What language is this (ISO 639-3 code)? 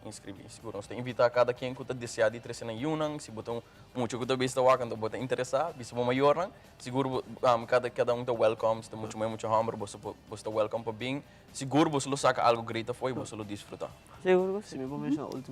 pap